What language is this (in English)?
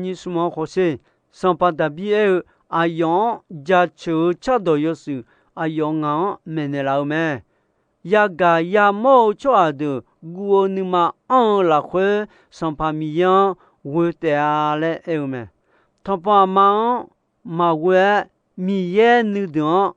Akha